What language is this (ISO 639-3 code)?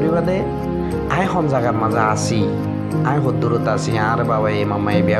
rhg